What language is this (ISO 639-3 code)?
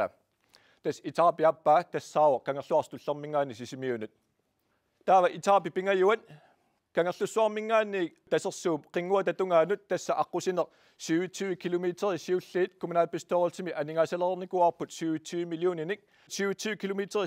kal